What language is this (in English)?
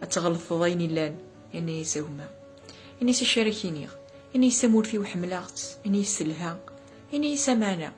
Kabyle